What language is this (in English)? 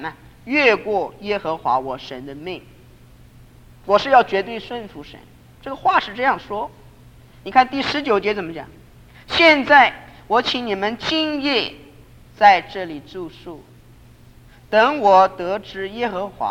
Chinese